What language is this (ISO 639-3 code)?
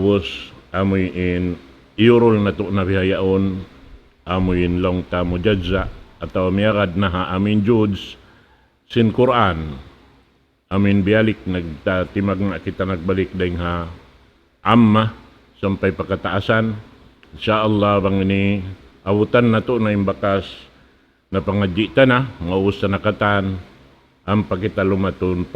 tsg